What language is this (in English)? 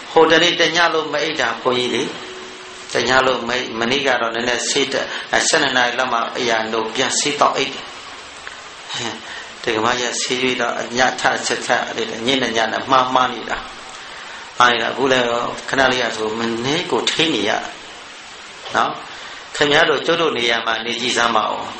Burmese